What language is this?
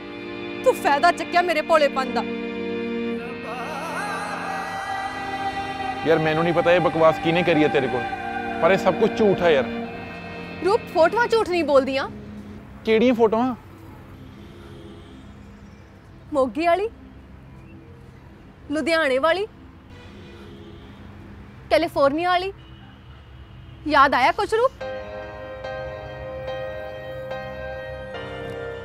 Punjabi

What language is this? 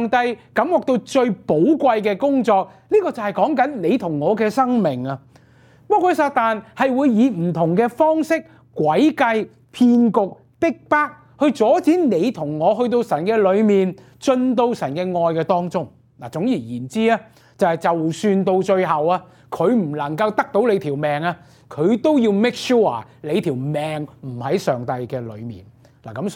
Cantonese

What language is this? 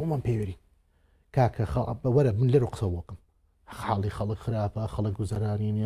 Central Kurdish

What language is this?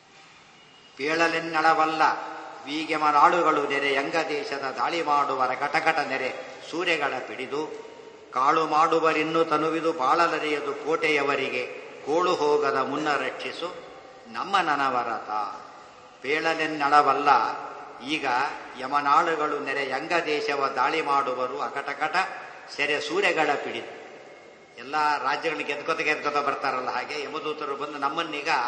Kannada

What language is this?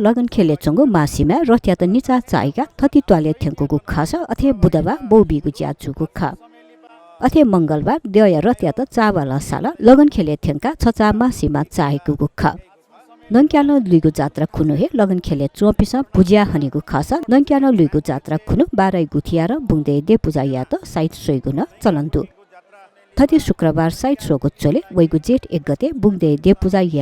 Newari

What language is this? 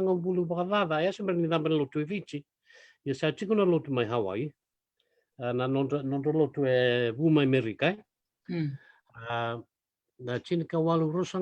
Fijian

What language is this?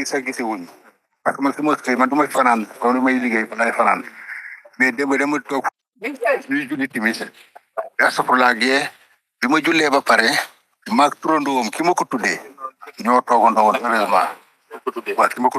Wolof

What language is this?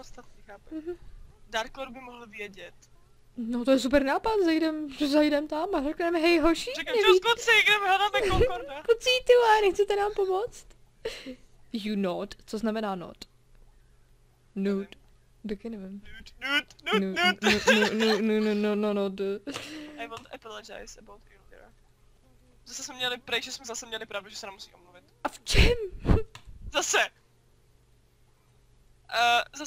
Czech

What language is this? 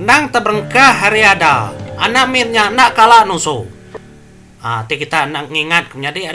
Iban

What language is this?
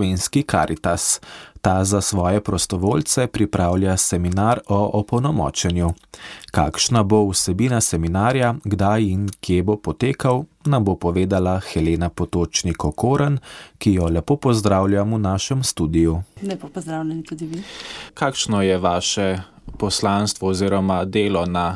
Slovenian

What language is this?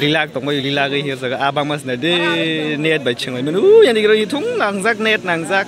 Kok Borok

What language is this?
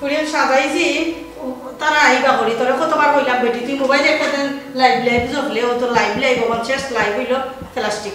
Sylheti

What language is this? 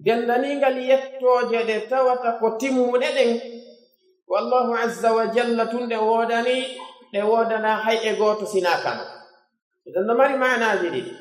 Pular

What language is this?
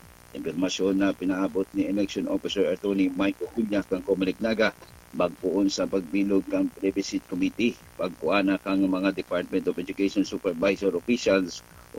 Bikol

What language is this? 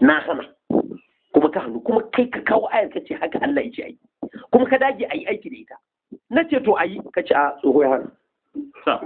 Hausa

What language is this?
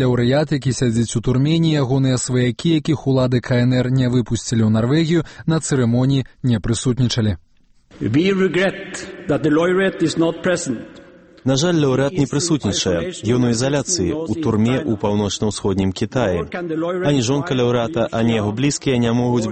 Belarusian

